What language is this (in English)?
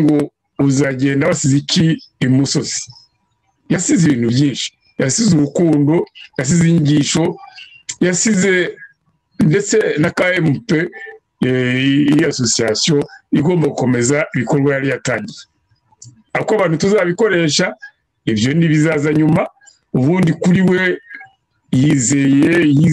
Kinyarwanda